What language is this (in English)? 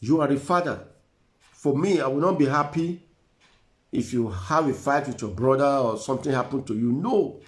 Nigerian Pidgin